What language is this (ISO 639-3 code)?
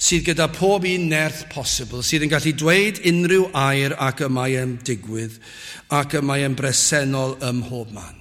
cym